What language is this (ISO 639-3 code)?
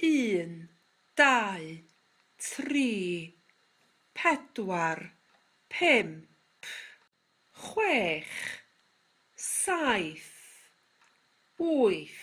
cym